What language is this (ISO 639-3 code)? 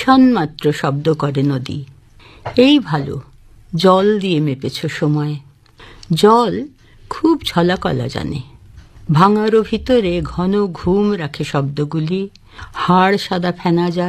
ben